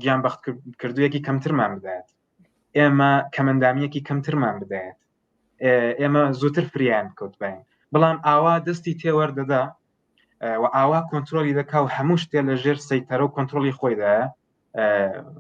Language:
Central Kurdish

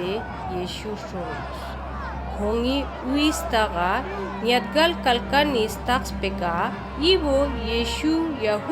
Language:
Ladakhi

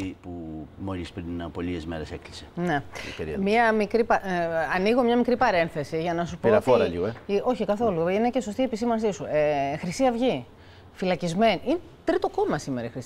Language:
Greek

